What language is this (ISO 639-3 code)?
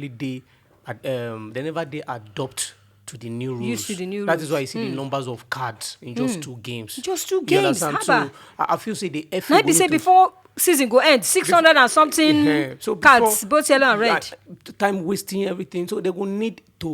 pcm